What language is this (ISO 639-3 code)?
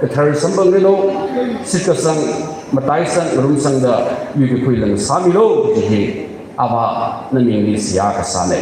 nmf